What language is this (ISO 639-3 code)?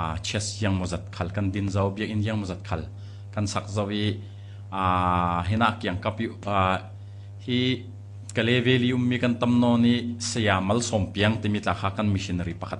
cfm